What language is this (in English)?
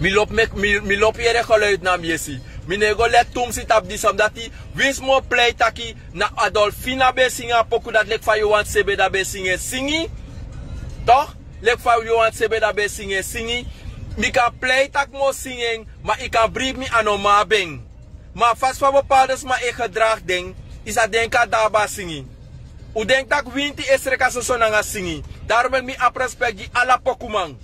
Sranan Tongo